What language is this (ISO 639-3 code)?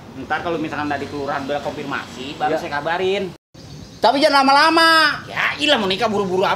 bew